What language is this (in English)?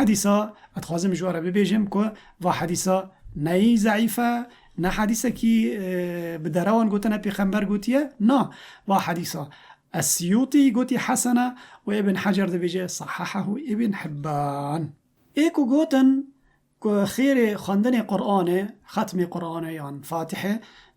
Kurdish